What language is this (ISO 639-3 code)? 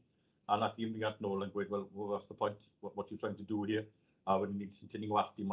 cym